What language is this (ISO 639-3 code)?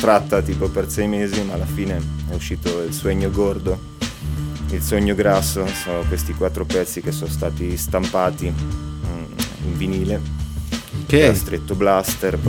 ita